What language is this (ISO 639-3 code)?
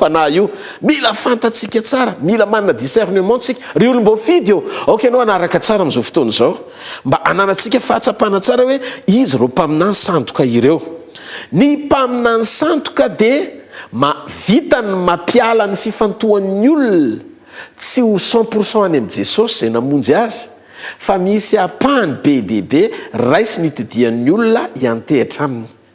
mlg